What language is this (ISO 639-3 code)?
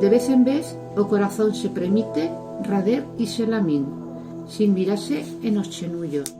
arg